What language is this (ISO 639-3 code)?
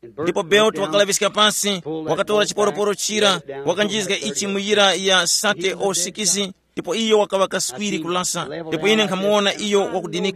tum